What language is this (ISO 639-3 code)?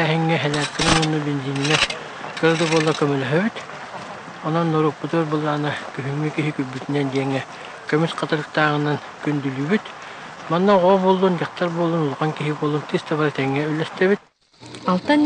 sah